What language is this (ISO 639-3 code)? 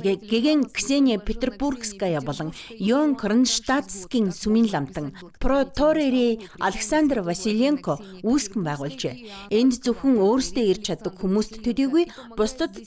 mon